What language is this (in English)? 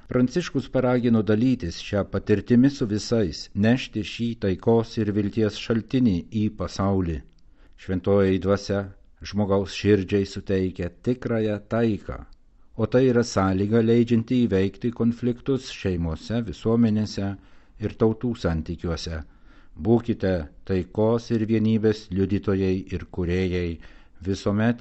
Lithuanian